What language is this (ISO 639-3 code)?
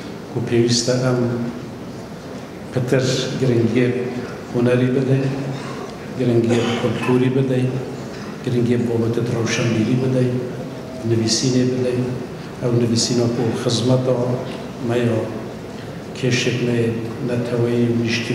kur